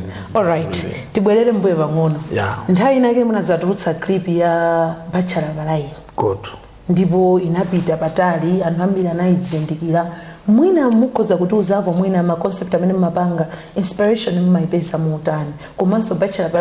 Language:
Nyanja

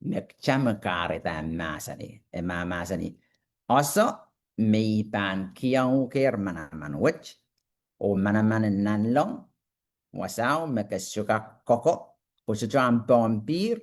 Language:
Pohnpeian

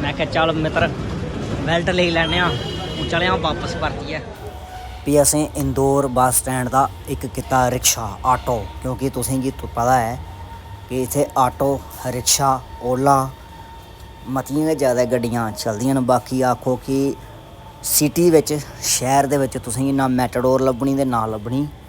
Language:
Dogri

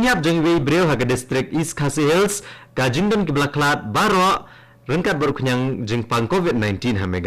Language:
Khasi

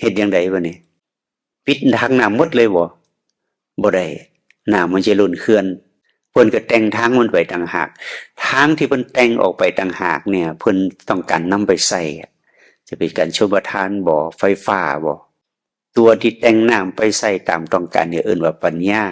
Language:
Northeastern Thai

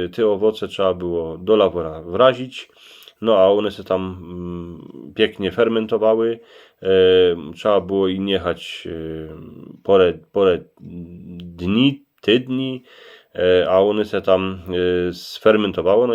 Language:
Silesian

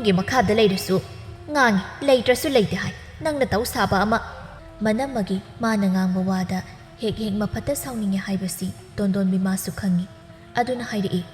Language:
Manipuri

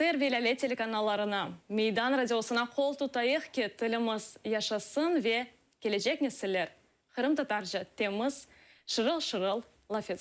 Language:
Crimean Tatar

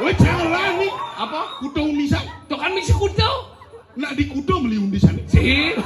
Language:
Balinese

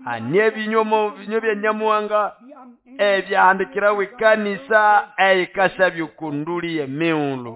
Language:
Nande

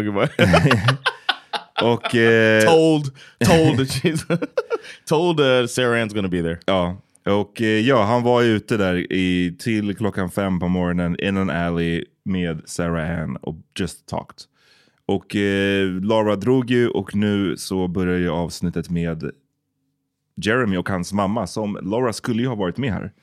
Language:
Swedish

